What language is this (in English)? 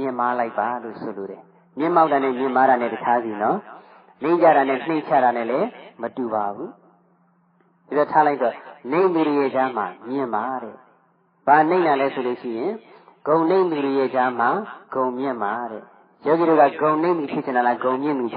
Burmese